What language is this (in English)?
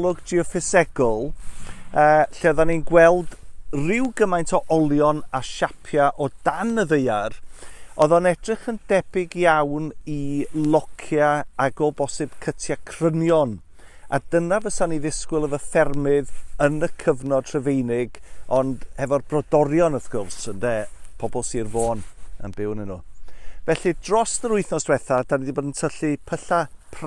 Welsh